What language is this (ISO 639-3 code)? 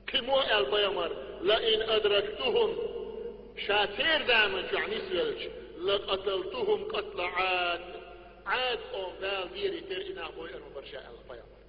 che